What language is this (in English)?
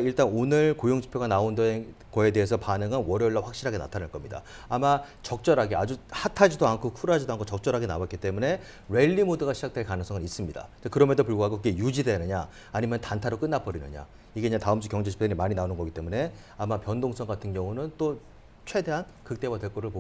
Korean